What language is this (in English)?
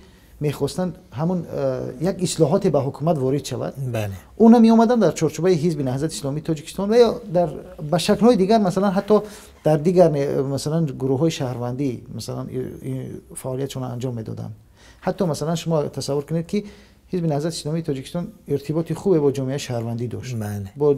Tajik